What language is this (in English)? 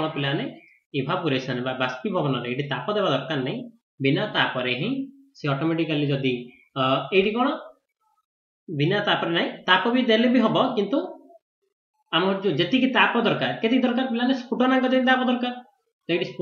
Odia